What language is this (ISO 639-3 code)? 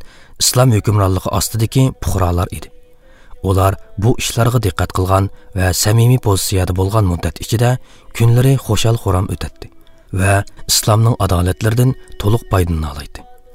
uig